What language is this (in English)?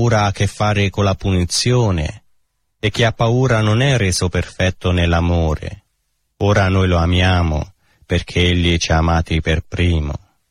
Italian